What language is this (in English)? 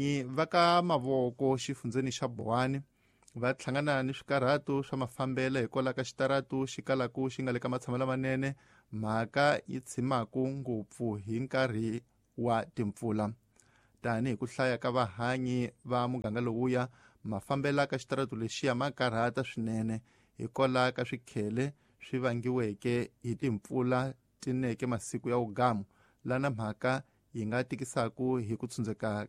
Tsonga